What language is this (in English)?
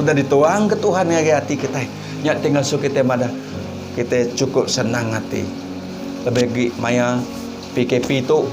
Iban